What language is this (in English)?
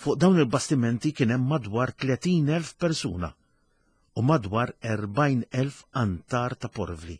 Maltese